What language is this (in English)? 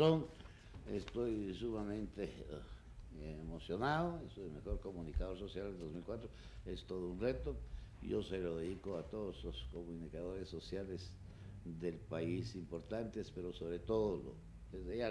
Spanish